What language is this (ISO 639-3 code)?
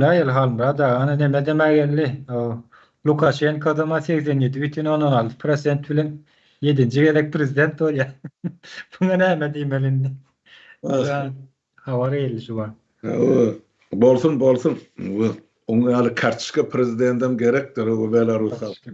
tuk